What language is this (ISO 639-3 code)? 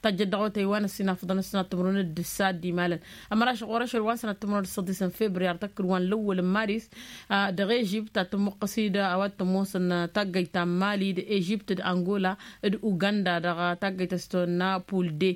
taq